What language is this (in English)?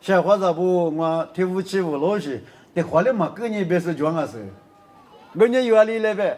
Lisu